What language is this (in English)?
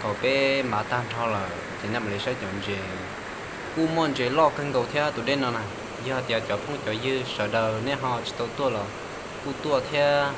Hmong